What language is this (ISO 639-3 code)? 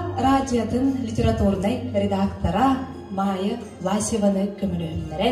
sah